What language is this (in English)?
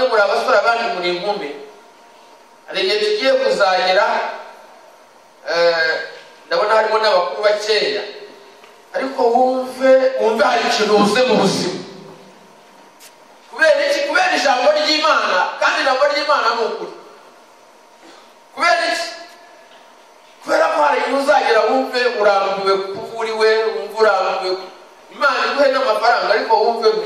Kinyarwanda